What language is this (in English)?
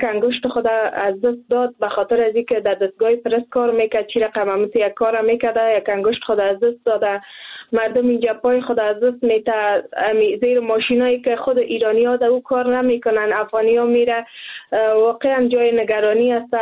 Persian